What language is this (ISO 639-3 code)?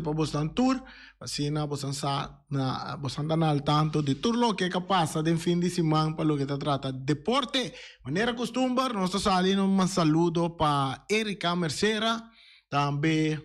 pap